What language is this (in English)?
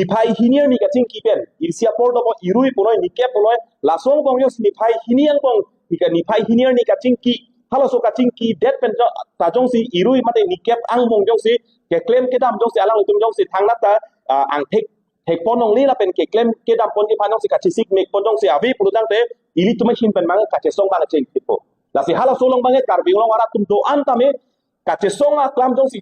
Karbi